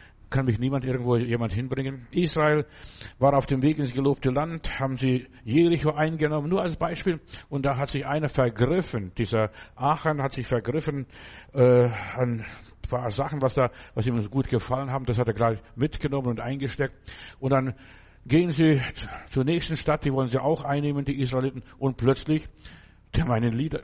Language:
German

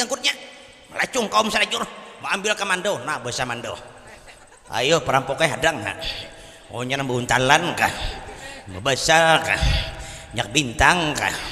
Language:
Banjar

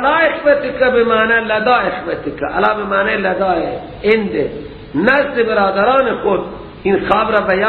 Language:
Persian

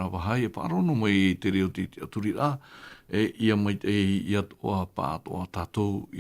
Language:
Tahitian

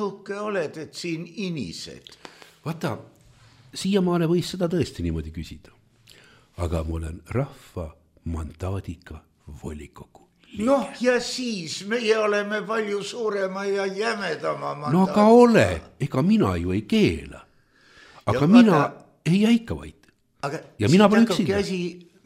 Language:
Estonian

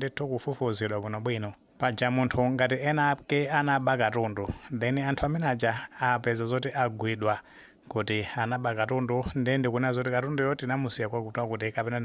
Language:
Nyanja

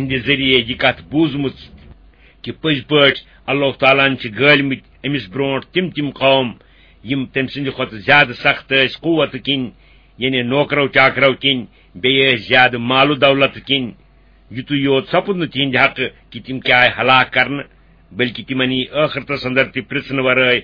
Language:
Kashmiri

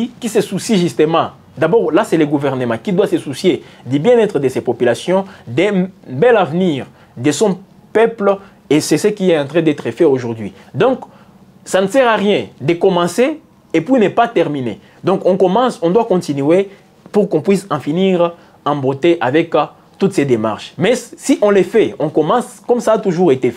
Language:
French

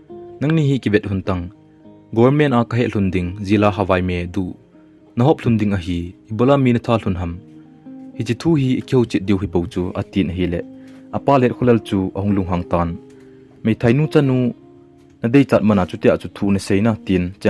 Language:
Thado Chin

